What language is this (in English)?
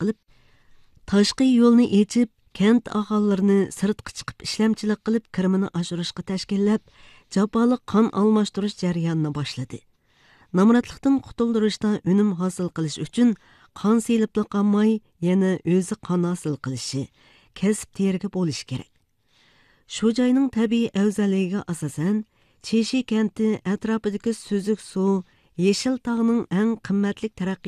Uyghur